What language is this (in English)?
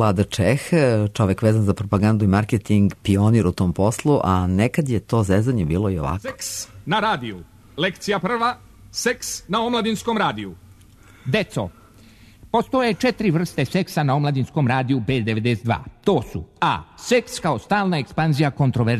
Serbian